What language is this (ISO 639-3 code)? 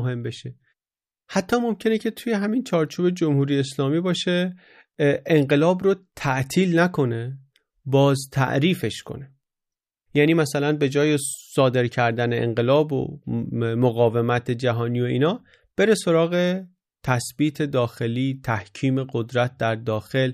fas